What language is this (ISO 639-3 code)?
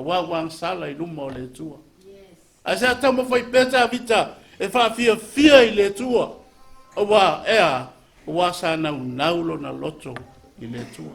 smo